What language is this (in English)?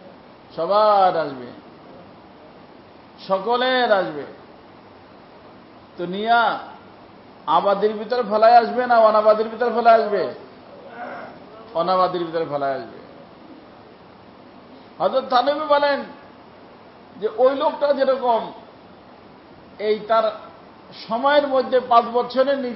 Bangla